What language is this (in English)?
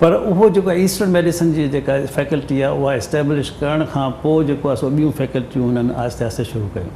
Sindhi